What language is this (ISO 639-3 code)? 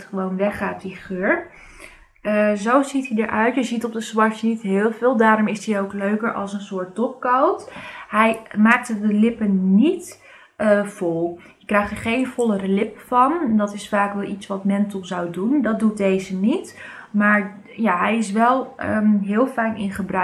nld